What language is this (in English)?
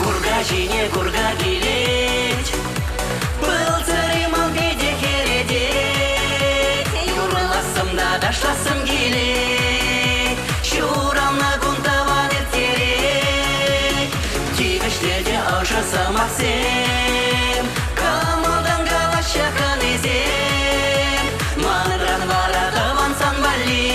Chuvash